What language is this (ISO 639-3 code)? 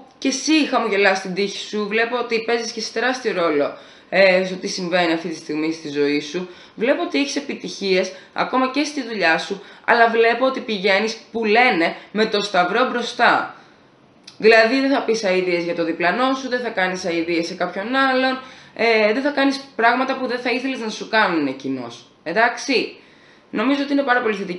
ell